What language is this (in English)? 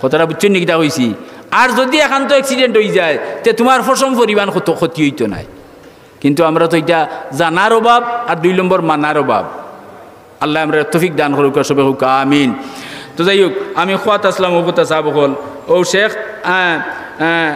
Sylheti